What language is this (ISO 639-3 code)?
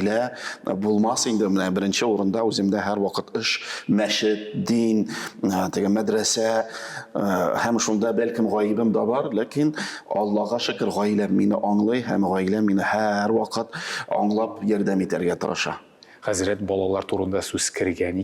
tat